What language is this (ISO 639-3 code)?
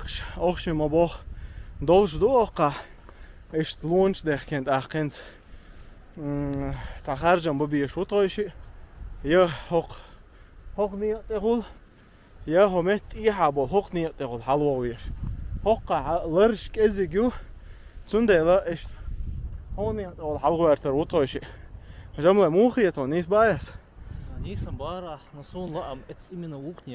che